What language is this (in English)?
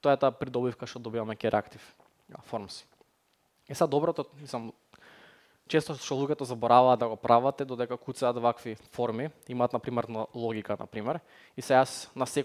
Macedonian